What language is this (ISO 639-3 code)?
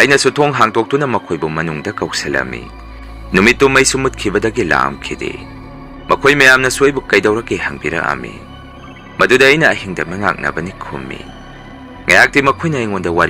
mni